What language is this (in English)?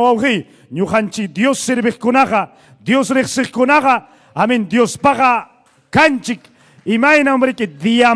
Ayacucho Quechua